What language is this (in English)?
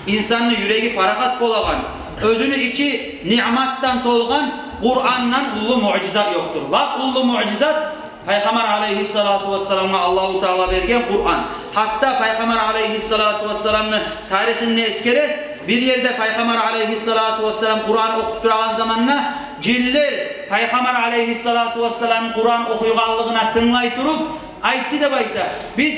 Kumyk